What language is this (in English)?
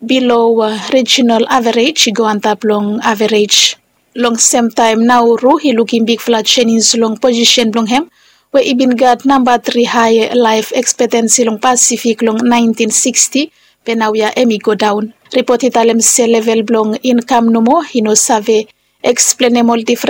Bislama